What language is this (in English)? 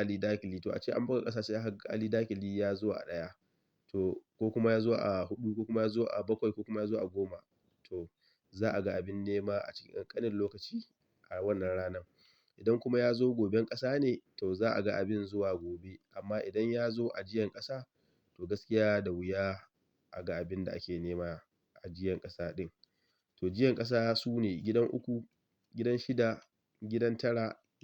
Hausa